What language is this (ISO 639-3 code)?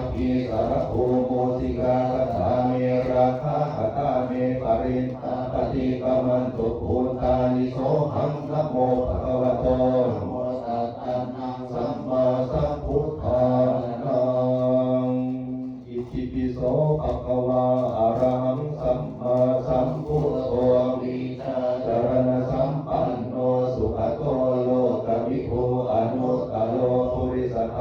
pli